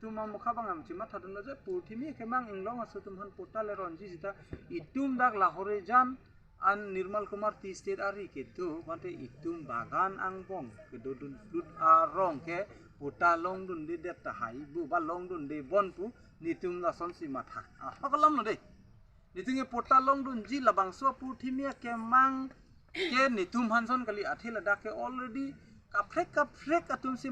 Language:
Karbi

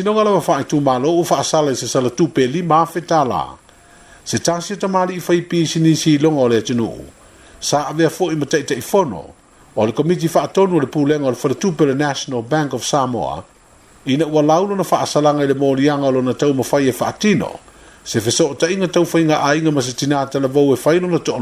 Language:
Samoan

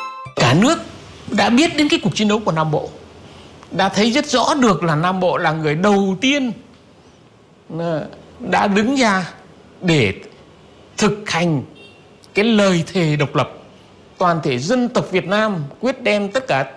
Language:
Vietnamese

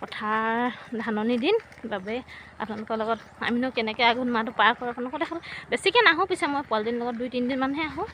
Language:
Assamese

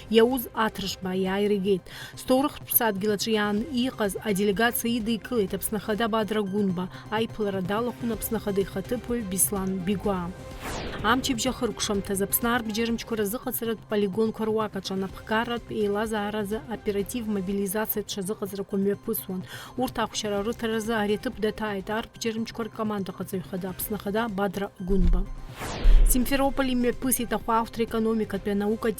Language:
Abkhazian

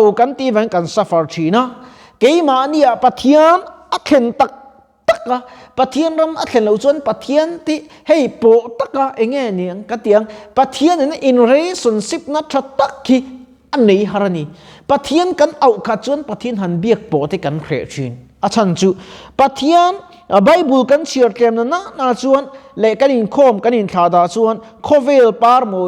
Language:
Mizo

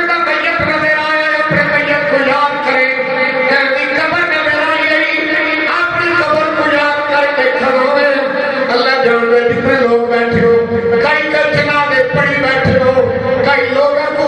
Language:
Saraiki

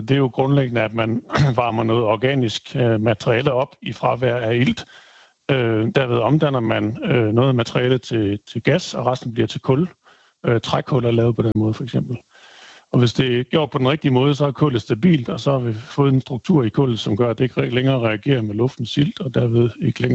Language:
Danish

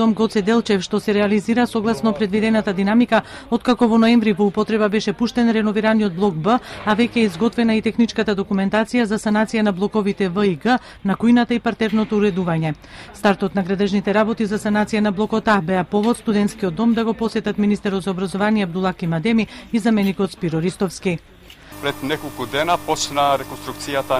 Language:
Macedonian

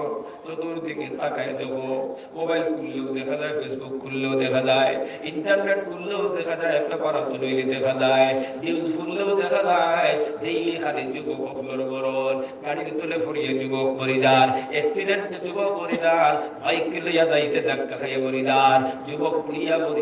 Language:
Sylheti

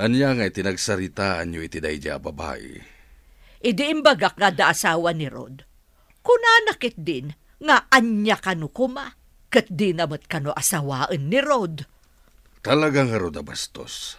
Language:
Iloko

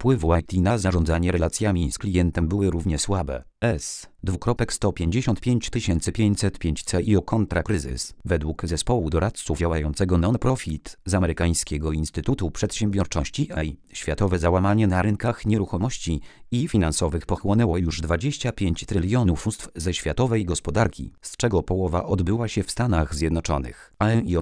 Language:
Polish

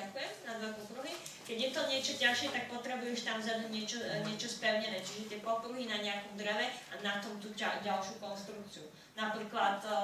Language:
Slovak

